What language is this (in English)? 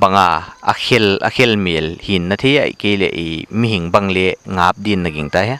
Paite Chin